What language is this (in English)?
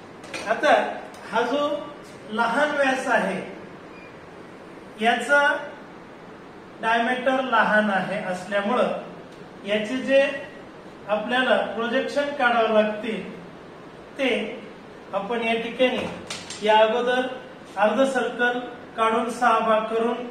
Marathi